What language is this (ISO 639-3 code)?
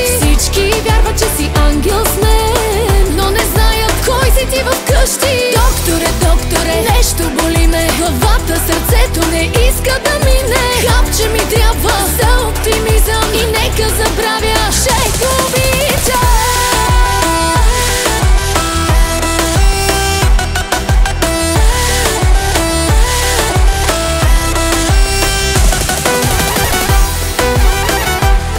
bul